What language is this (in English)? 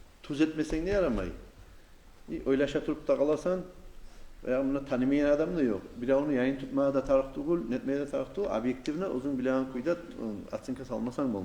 Kumyk